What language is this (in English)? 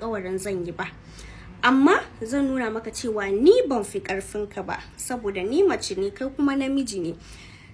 Hausa